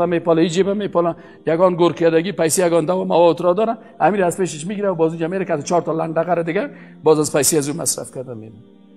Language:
Persian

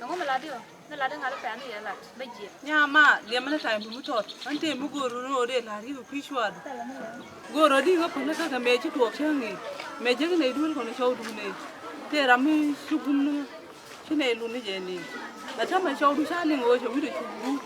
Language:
Nuer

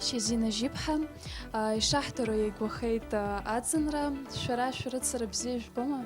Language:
Abkhazian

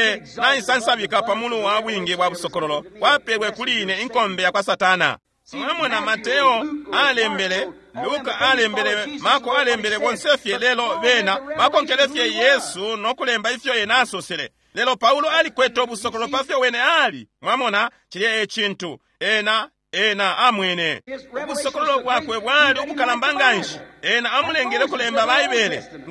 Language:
Bemba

